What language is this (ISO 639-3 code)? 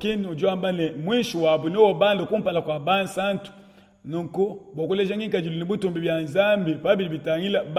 lua